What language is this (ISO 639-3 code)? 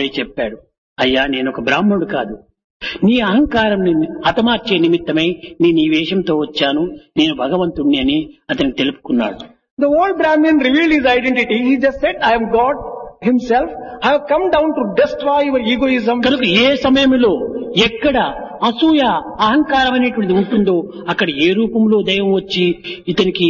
tel